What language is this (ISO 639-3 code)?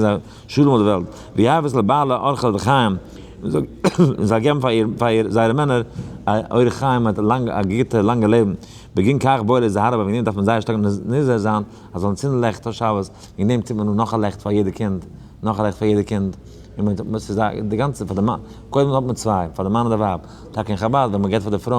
yid